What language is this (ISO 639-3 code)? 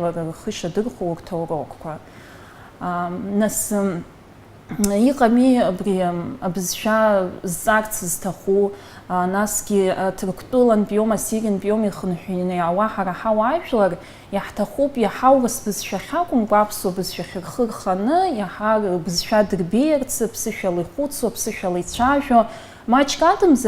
abk